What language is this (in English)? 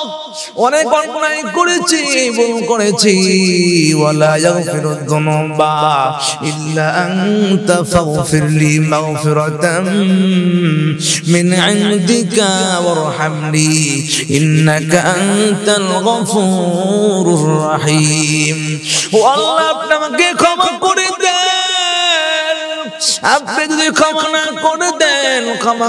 Bangla